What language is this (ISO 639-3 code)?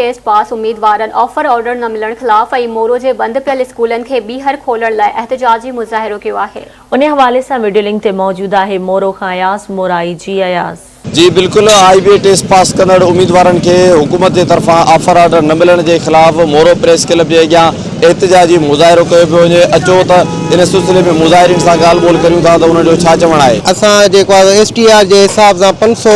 snd